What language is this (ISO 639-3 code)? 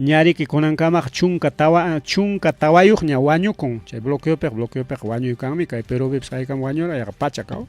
quy